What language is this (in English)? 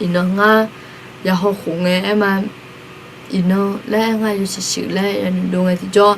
Akha